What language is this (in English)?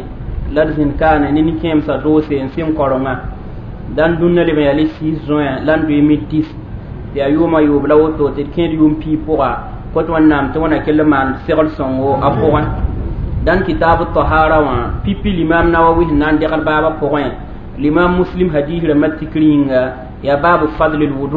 Mossi